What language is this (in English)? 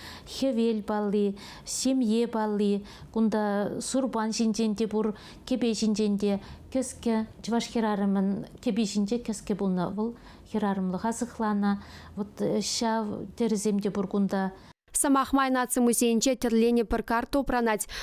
Chuvash